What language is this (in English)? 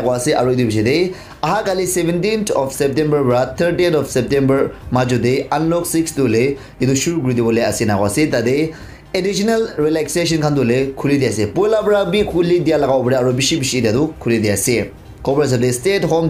Naga Pidgin